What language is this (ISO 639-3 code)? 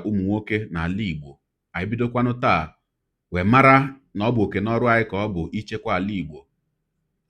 ibo